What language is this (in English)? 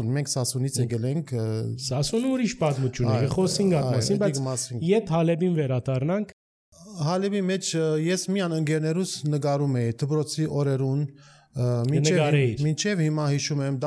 Armenian